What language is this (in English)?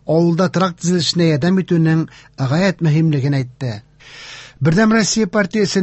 Tatar